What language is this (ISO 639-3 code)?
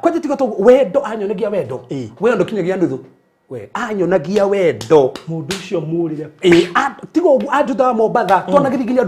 kik